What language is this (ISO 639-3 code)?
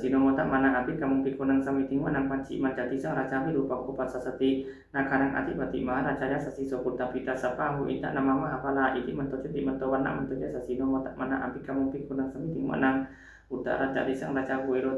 pli